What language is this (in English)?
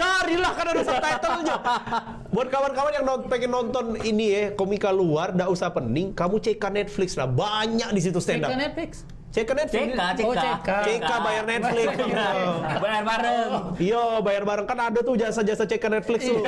Musi